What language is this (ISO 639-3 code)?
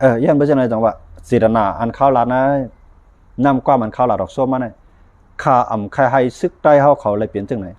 shn